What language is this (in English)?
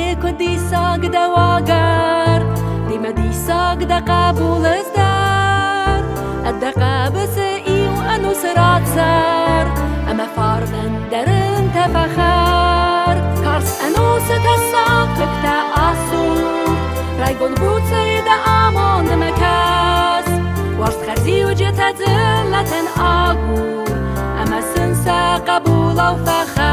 Ossetic